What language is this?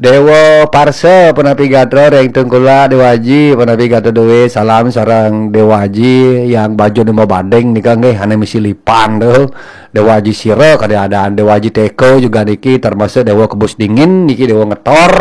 Balinese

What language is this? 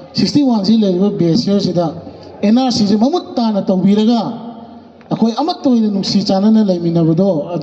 Manipuri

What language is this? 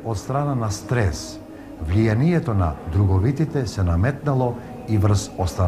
Macedonian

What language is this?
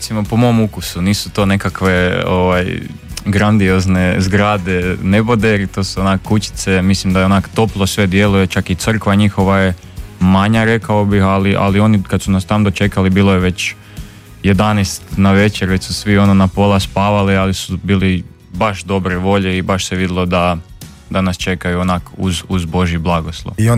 Croatian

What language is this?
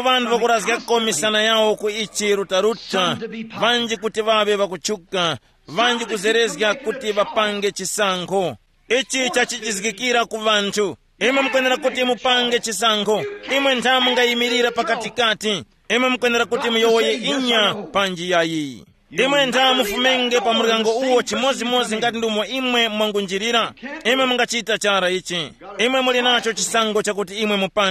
Tumbuka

